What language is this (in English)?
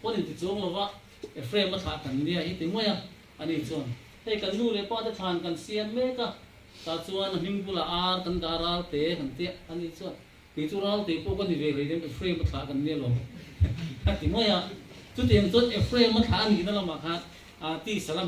Mizo